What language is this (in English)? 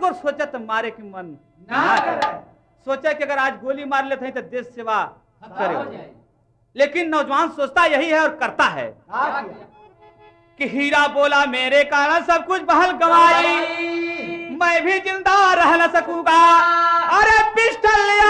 Bhojpuri